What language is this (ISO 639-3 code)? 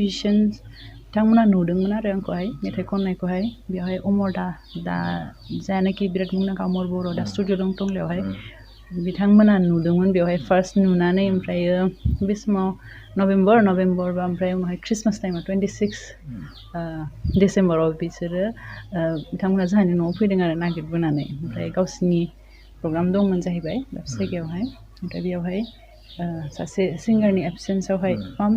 brx